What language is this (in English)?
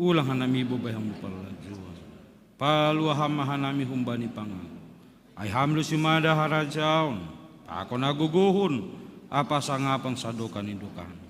Batak Simalungun